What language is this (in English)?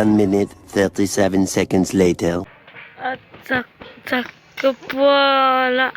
Mizo